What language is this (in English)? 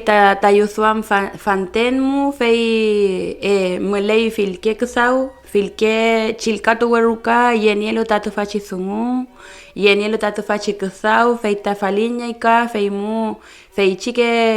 Mapuche